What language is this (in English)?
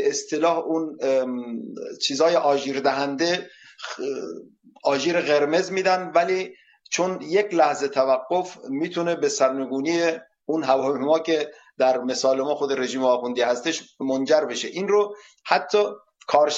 Persian